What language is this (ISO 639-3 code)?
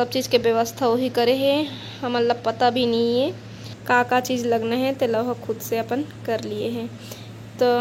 hne